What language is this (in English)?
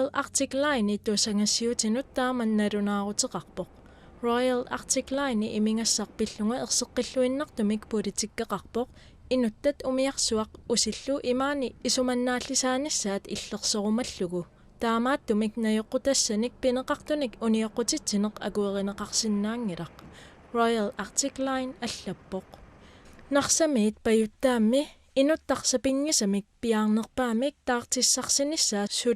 Kalaallisut